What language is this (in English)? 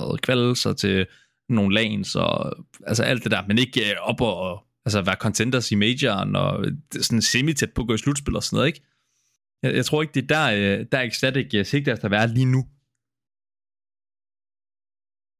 Danish